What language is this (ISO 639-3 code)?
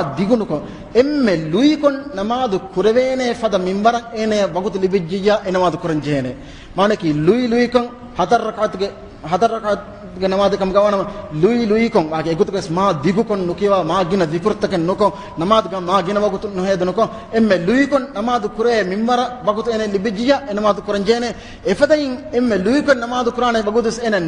div